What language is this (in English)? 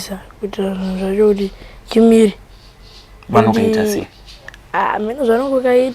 Shona